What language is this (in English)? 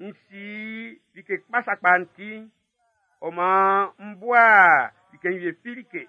Baoulé